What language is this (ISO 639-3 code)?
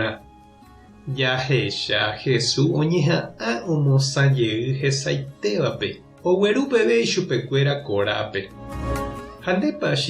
grn